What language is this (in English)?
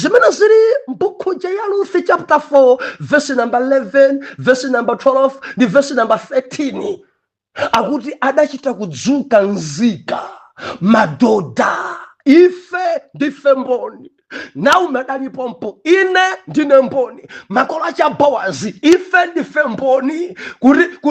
Nyanja